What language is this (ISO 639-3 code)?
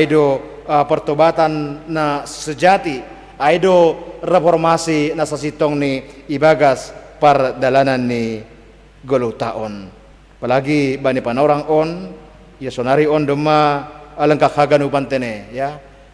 bts